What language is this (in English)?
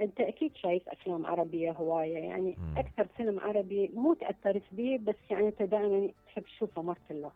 Mesopotamian Arabic